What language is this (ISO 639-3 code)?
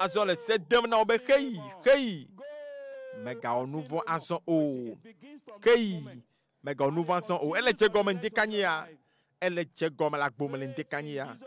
ewe